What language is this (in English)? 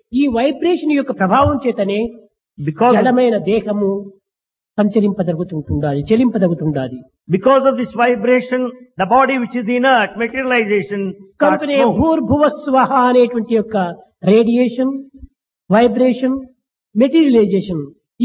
Telugu